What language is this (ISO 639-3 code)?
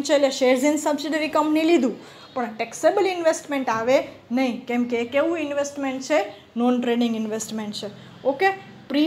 guj